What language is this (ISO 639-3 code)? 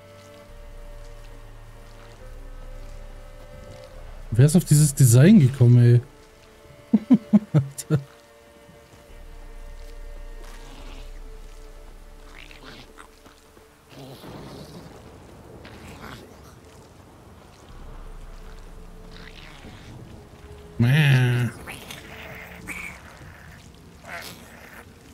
deu